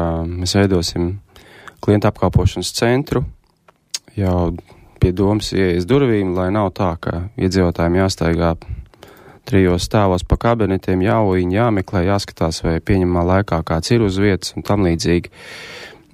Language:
Latvian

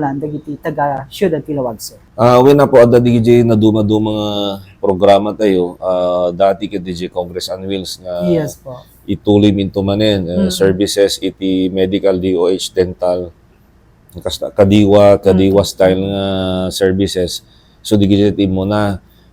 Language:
Iloko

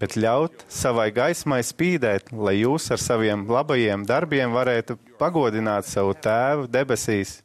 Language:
Latvian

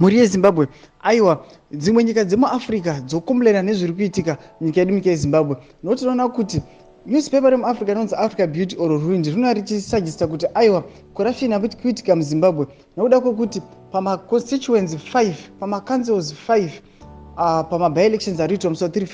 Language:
Shona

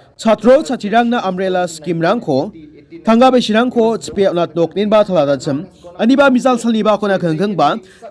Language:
Garo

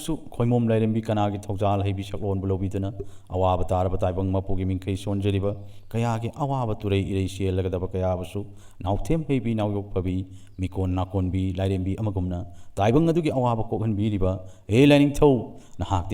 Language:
Manipuri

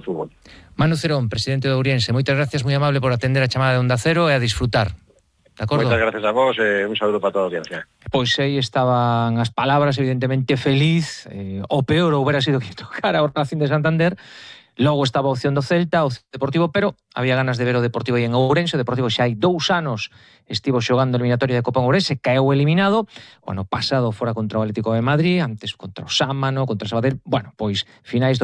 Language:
Galician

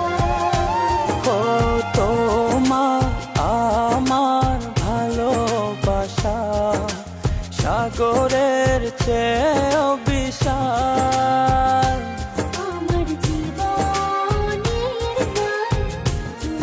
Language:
Bangla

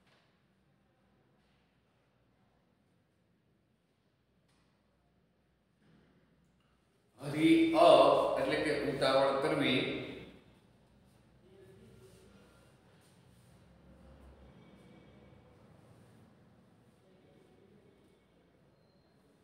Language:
Gujarati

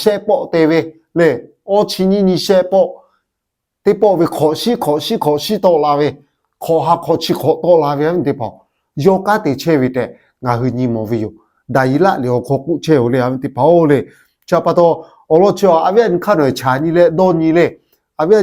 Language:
Lahu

